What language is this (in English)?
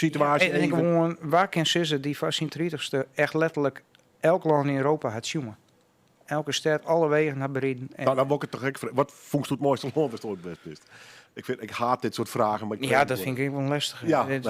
Western Frisian